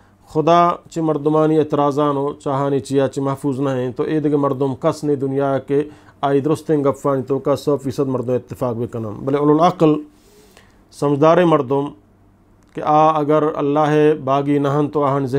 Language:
Eastern Balochi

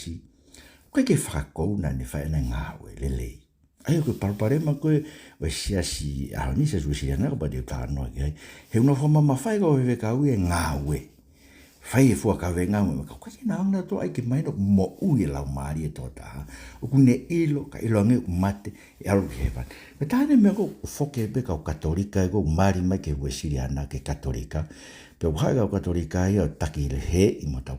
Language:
Tongan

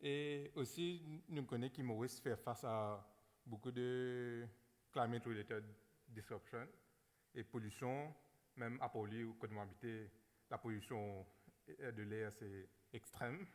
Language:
Morisyen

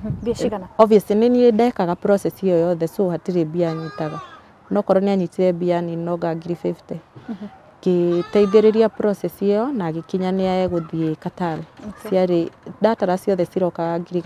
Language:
Kikuyu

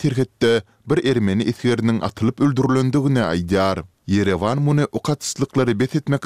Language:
Turkmen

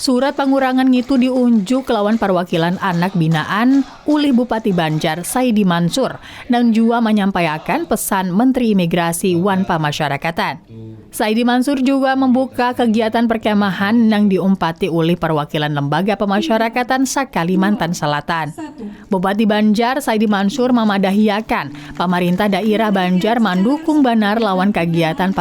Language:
Banjar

